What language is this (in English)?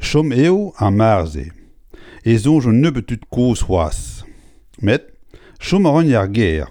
Breton